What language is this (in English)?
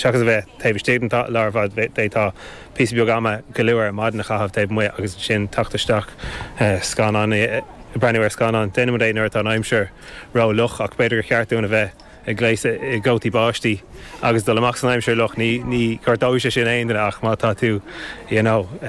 Irish